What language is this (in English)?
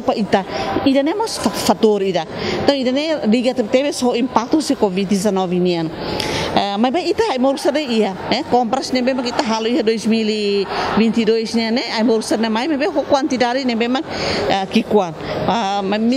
Tetum